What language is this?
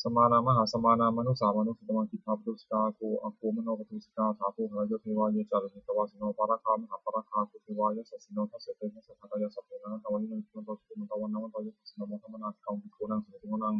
Pali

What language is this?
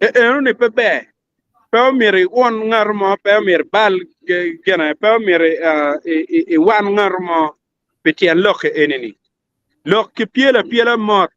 Acoli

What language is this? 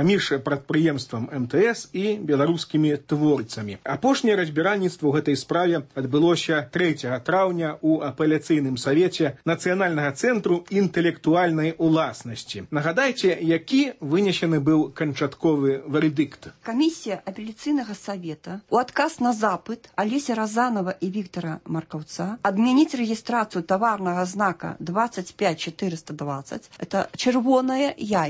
Belarusian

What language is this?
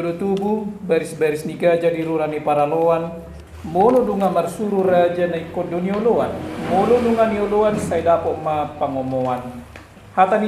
Batak Toba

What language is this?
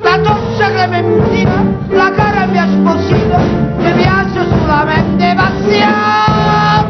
Neapolitan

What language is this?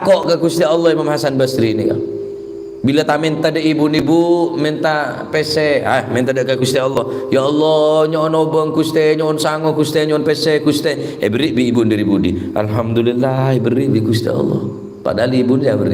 Madurese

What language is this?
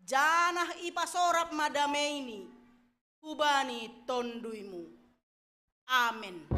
Batak Simalungun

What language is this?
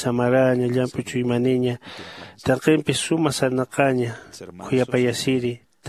Aymara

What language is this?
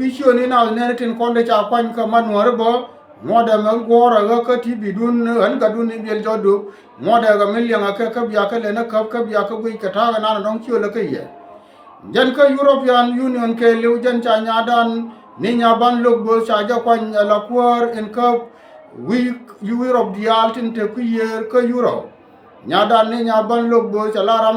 Nuer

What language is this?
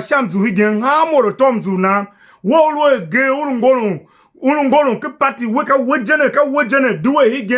Tiv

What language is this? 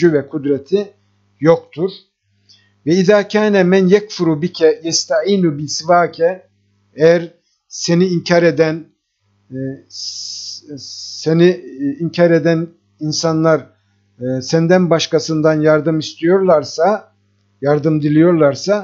Turkish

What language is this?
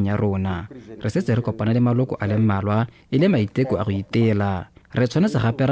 Tswana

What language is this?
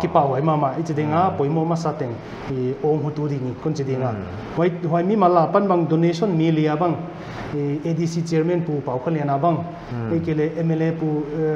Paite Chin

